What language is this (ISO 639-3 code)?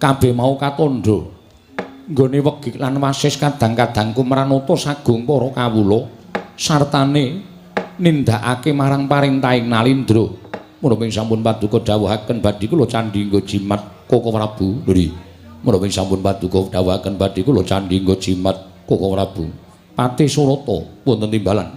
jav